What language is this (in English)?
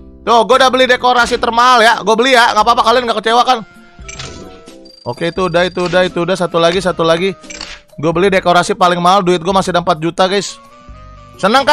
Indonesian